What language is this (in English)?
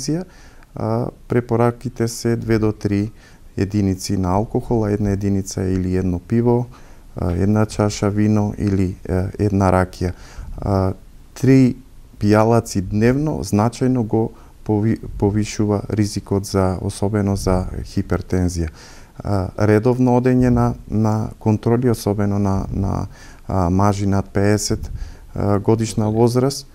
Macedonian